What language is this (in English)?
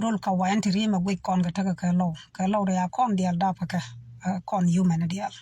Nuer